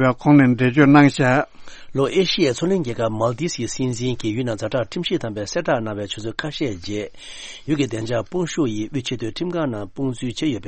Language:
Tibetan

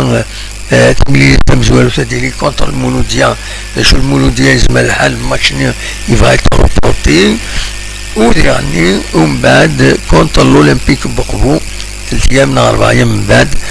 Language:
Kabyle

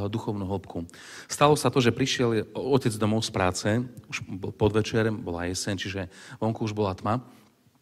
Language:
Slovak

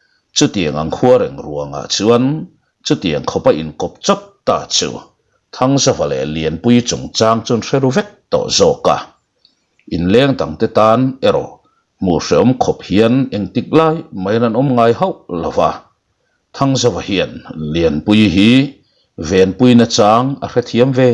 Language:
Mizo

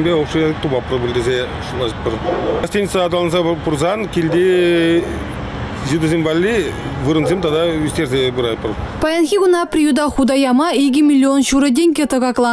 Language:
Chuvash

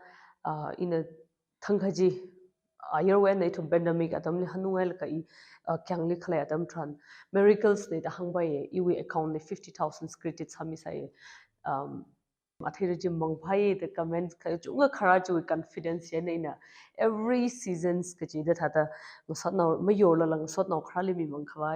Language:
Tangkhul Naga (India)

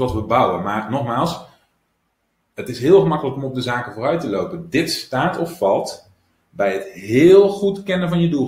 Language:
Dutch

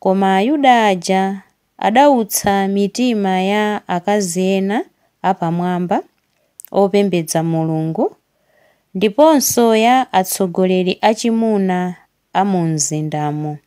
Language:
Nyanja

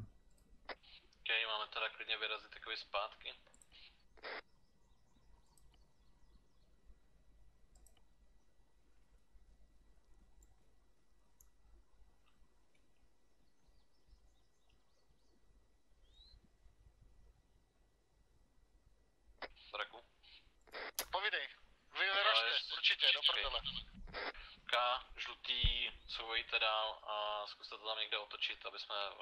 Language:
Czech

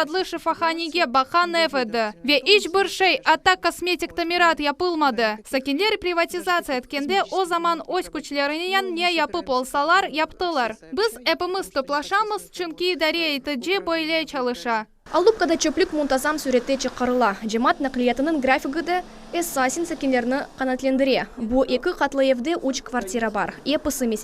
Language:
Crimean Tatar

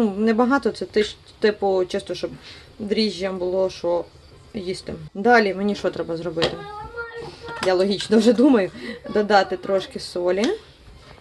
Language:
Ukrainian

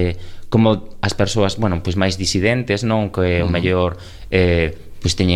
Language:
Galician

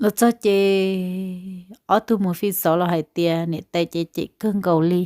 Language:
Hmong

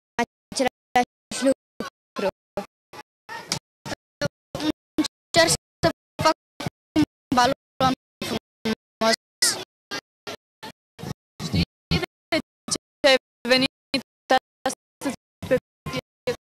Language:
Romanian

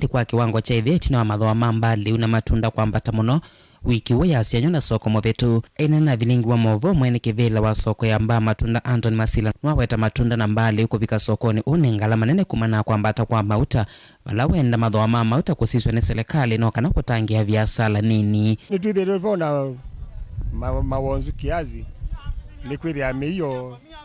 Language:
Kamba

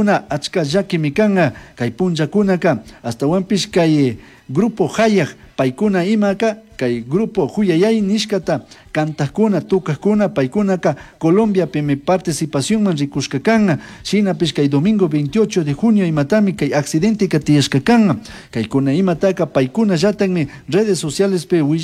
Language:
Chimborazo Highland Quichua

